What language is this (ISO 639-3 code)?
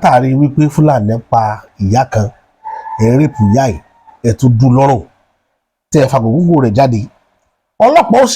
yor